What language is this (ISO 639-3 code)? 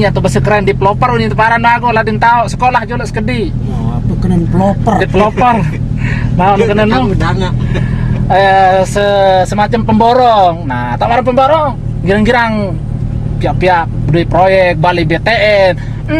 sas